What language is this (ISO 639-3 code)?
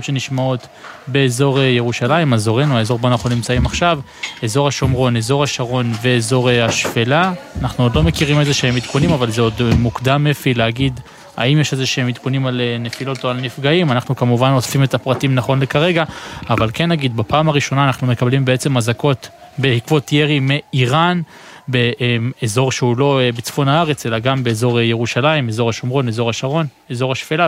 heb